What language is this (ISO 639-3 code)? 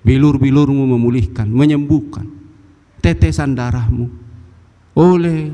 bbc